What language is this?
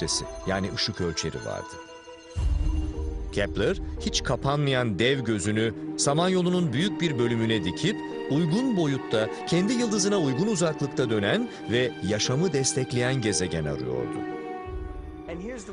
Turkish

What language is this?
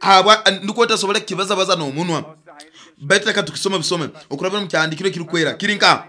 Nyoro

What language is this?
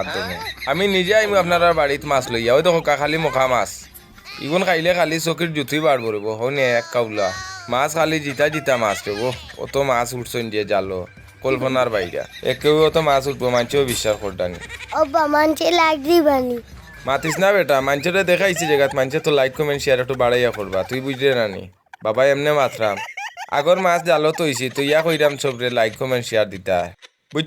Sylheti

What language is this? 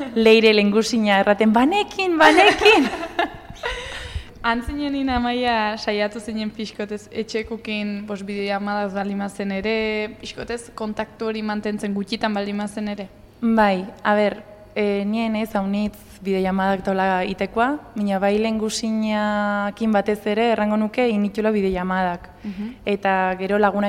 Basque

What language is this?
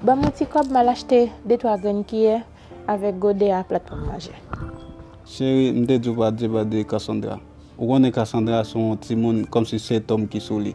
Haitian Creole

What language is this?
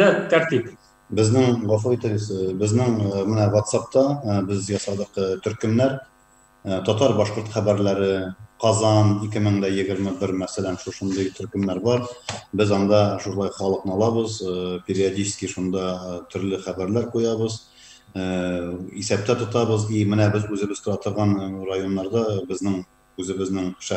Tatar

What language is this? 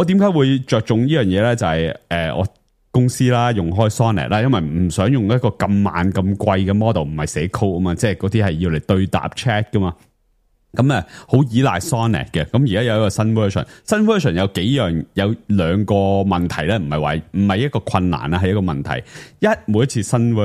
Cantonese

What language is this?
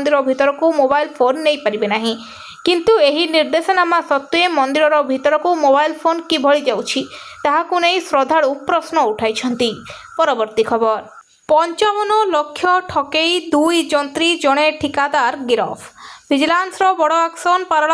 Odia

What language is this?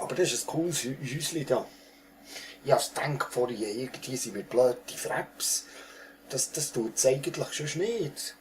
Swiss German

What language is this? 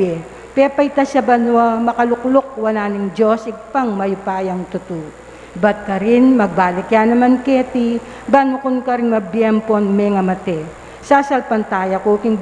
Pampanga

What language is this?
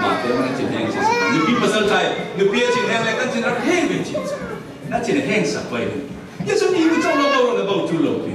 Falam Chin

